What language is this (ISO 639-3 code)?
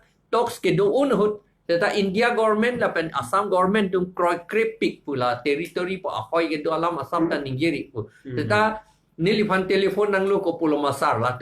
mjw